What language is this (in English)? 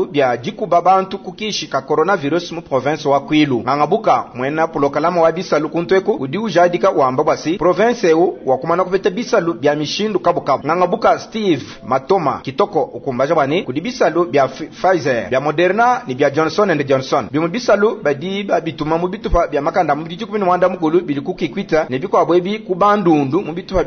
Luba-Lulua